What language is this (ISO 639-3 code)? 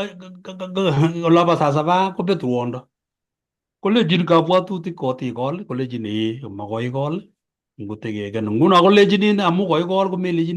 kln